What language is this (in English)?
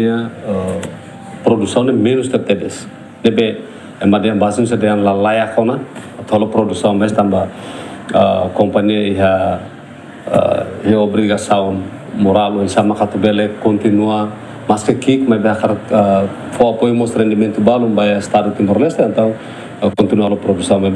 Tetum